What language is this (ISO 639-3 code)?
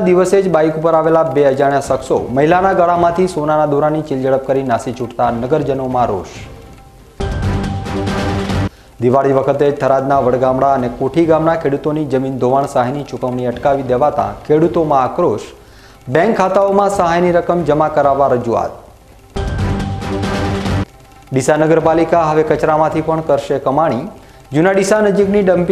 guj